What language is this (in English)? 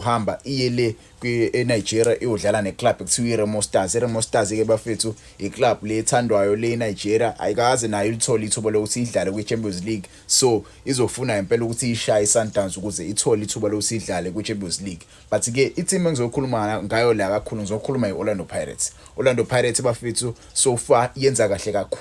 Zulu